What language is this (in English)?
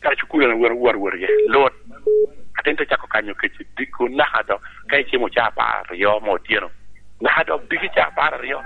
Lango (Uganda)